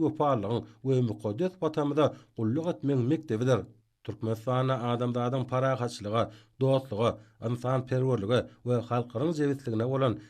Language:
Turkmen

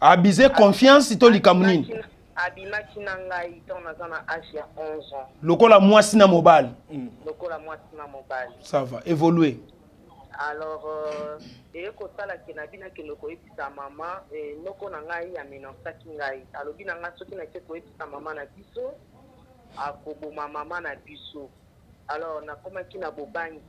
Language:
Lingala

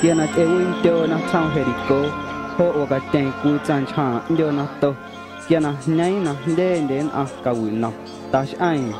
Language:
Guerrero Amuzgo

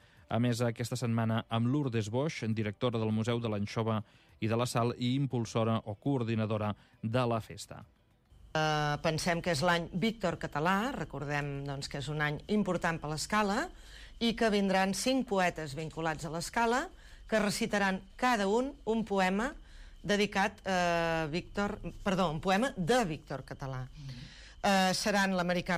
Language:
Catalan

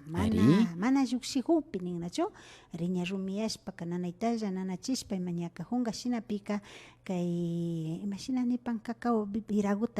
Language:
Imbabura Highland Quichua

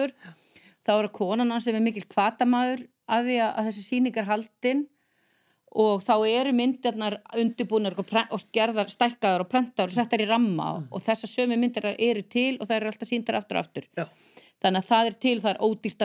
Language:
Icelandic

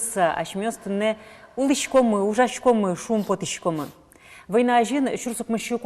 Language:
Udmurt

